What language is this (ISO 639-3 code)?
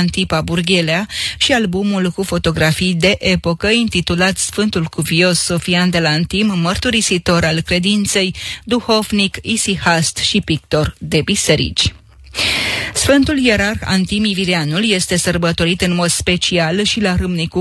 ron